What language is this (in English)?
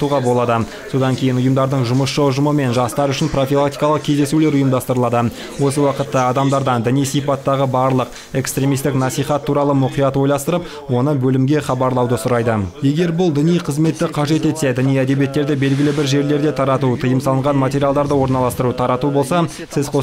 Kazakh